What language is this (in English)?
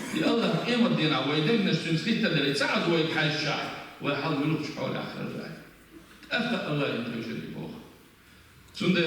Chechen